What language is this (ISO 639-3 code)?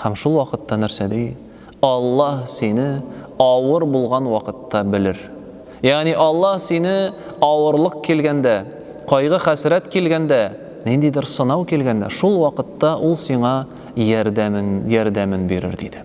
tat